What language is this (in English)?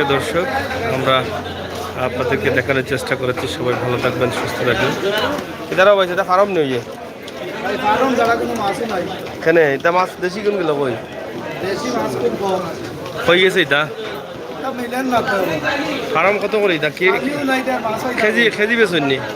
Sylheti